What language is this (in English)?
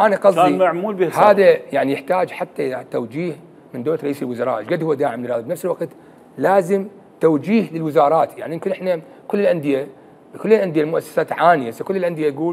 Mesopotamian Arabic